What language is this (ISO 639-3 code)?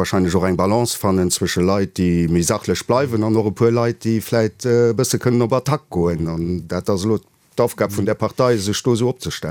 ltz